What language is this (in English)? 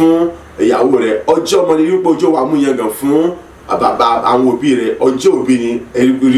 Yoruba